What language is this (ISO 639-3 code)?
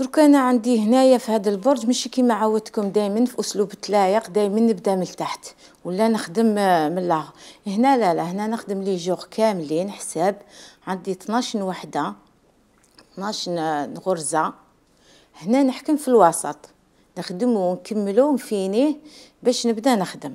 arq